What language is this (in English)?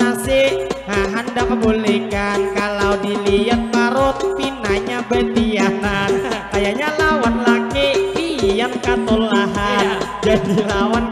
Banjar